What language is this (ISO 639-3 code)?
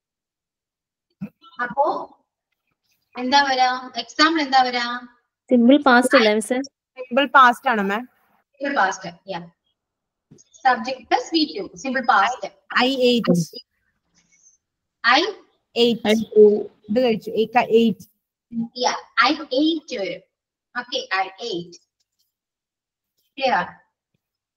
mal